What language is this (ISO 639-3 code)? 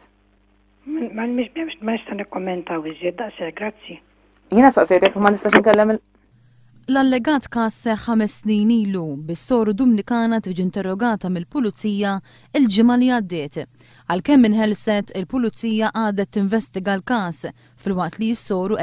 mlt